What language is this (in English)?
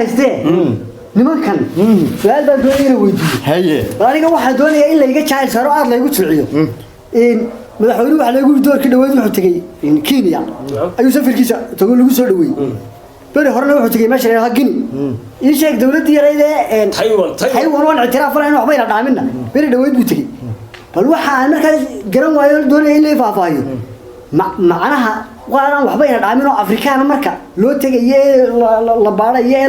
Somali